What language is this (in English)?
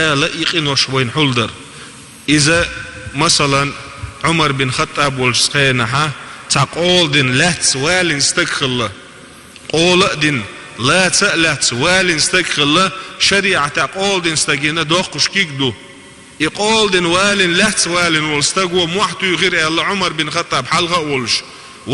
Chechen